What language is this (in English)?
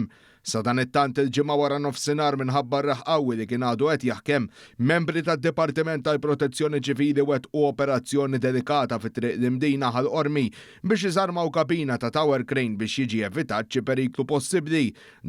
Maltese